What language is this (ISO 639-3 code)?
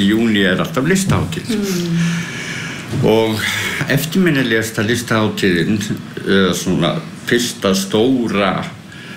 isl